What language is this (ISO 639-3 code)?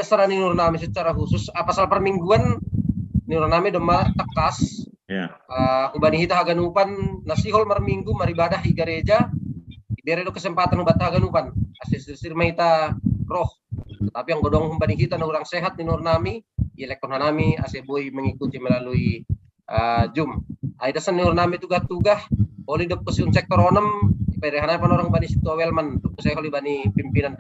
bts